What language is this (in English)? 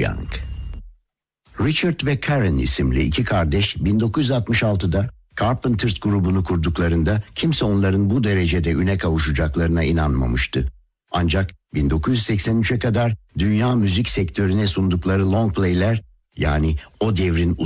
Turkish